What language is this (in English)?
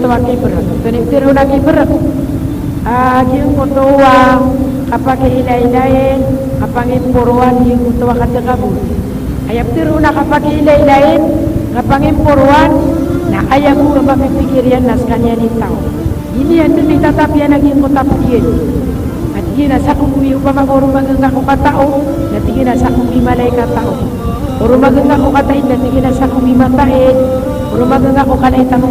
Maranao